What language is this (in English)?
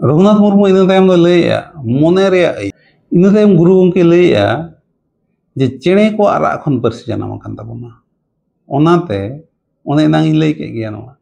Santali